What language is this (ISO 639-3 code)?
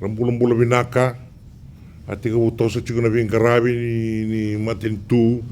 fij